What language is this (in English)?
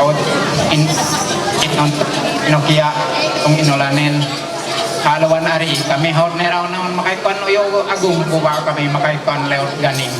Ma'anyan